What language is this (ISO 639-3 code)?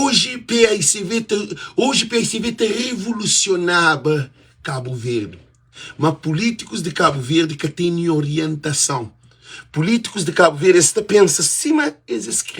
kea